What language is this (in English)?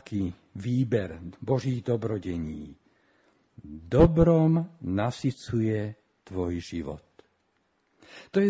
Slovak